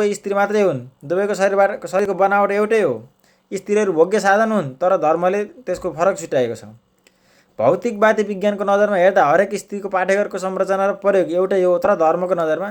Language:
Nepali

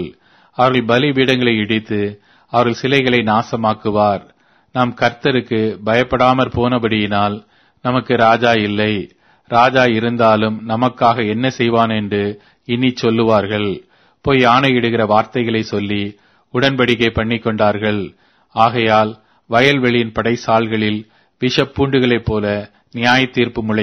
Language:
Tamil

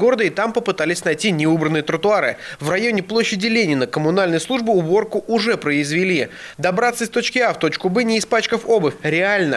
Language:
Russian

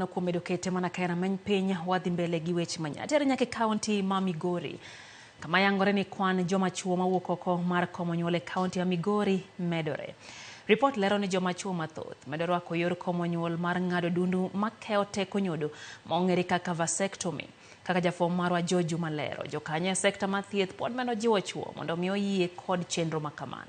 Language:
Luo (Kenya and Tanzania)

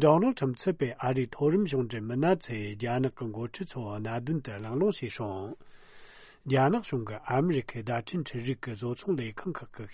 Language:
Tibetan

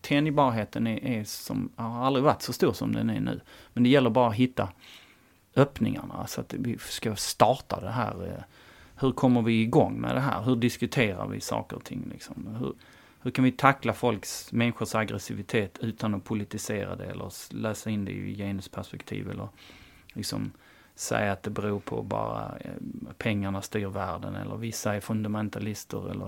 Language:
Swedish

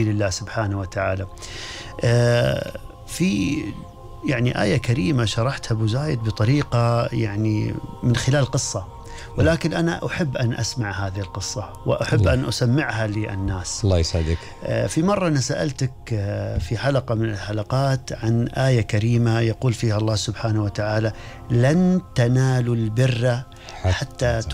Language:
Gulf Arabic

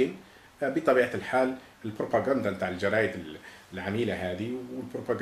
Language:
Algerian Arabic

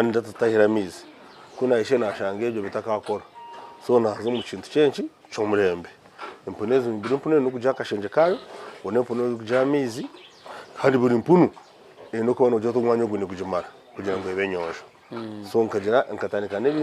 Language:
Nyankole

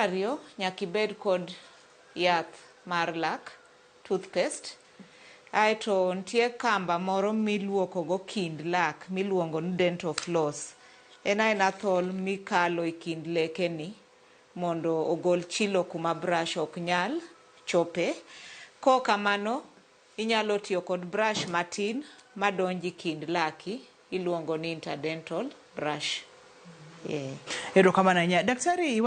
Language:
Luo (Kenya and Tanzania)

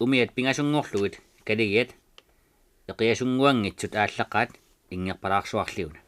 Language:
Kalaallisut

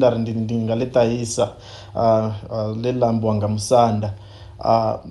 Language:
Venda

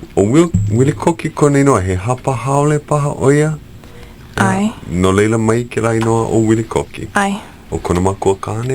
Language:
Hawaiian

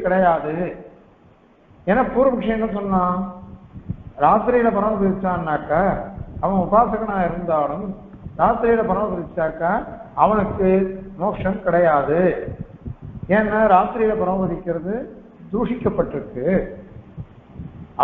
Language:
Tamil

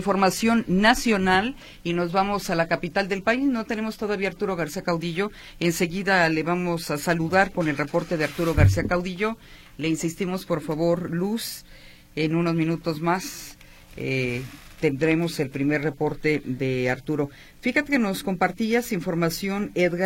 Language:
Spanish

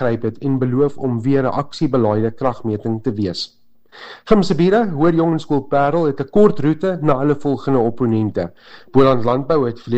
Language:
Afrikaans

